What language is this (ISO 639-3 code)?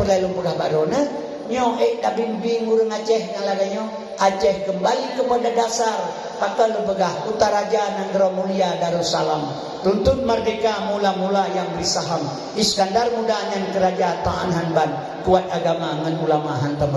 ace